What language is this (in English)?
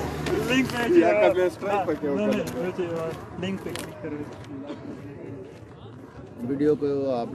Hindi